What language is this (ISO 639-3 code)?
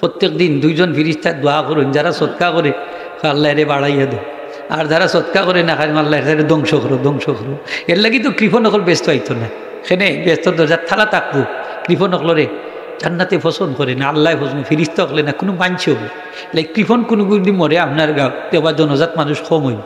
syl